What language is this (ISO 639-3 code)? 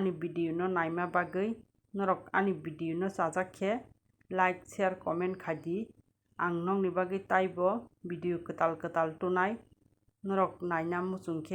trp